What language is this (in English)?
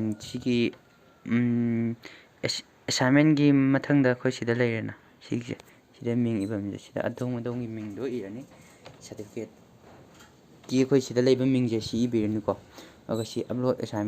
Manipuri